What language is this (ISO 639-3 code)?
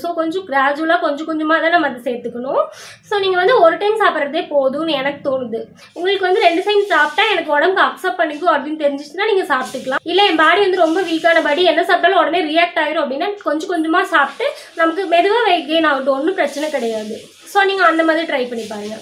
tam